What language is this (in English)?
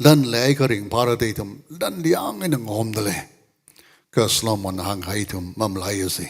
Tangkhul Naga (India)